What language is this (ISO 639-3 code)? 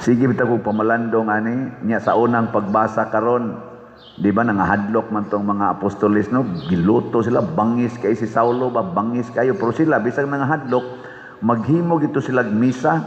ceb